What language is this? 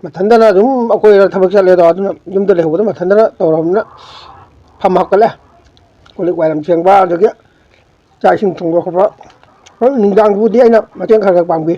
Manipuri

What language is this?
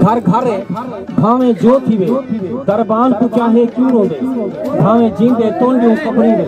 Saraiki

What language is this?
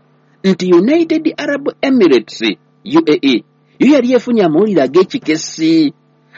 Ganda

